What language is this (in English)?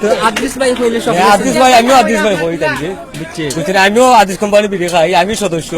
Sylheti